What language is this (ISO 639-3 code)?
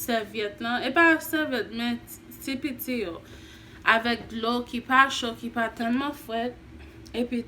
hat